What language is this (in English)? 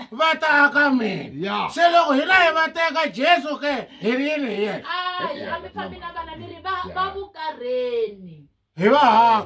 Tsonga